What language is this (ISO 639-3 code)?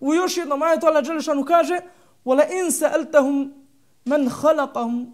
bos